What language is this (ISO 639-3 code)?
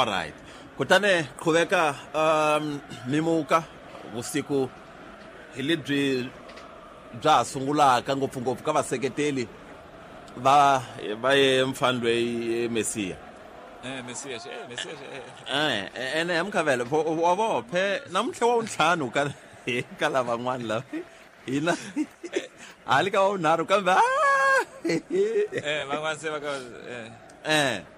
tso